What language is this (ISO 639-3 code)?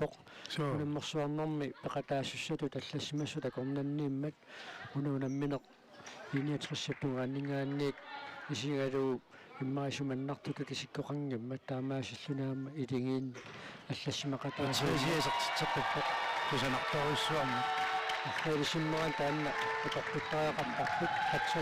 kal